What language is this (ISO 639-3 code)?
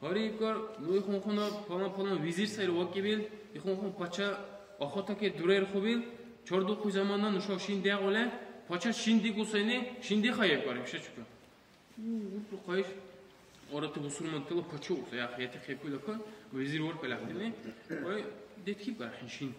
dar